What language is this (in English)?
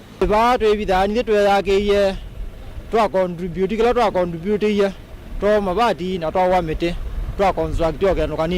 Kamba